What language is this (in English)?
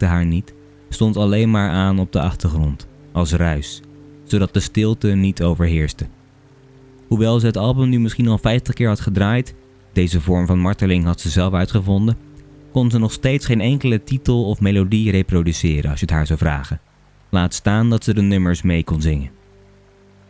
Dutch